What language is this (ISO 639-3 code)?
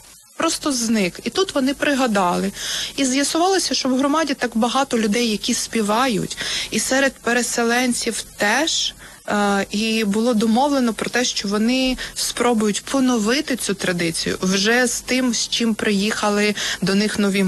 ukr